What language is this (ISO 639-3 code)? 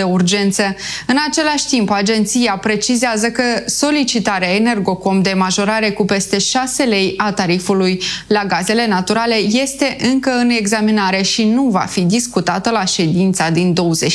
ron